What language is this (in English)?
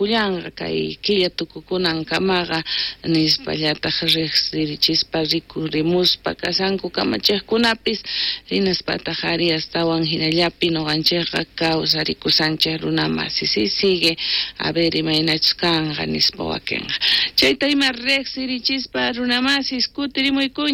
South Bolivian Quechua